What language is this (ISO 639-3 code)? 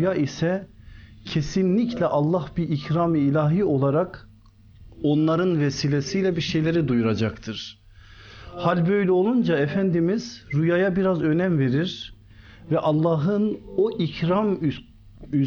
tur